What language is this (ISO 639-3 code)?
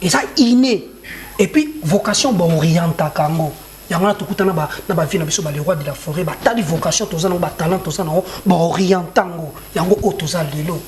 lin